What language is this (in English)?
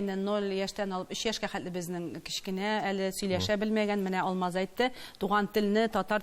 Tatar